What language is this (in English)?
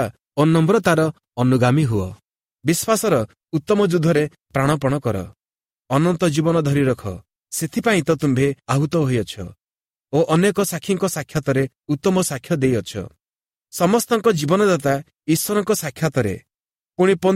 Odia